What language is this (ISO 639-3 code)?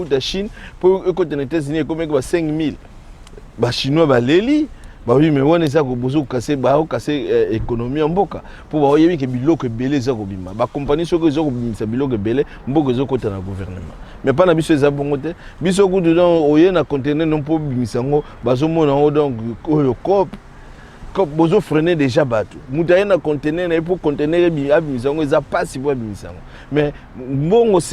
lin